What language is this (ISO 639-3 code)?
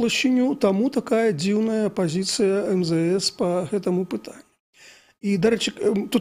bel